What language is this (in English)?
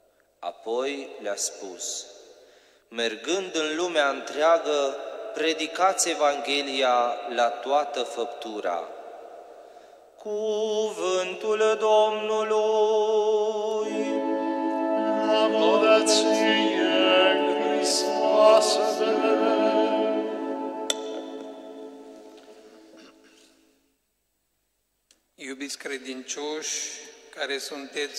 Romanian